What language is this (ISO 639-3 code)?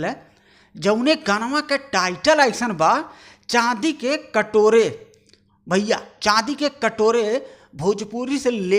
bho